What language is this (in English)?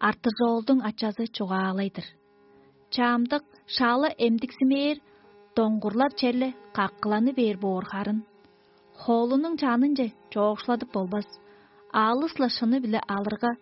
Tuvinian